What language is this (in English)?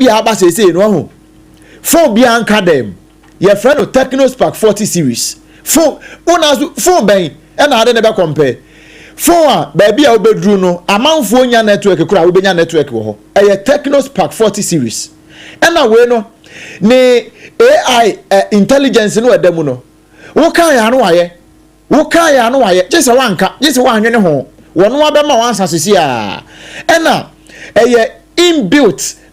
Akan